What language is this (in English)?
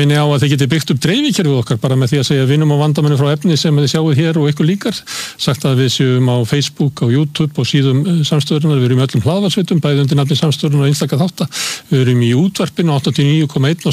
Icelandic